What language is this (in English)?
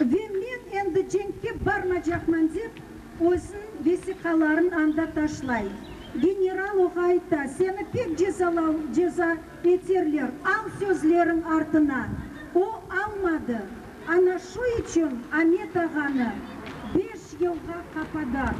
Crimean Tatar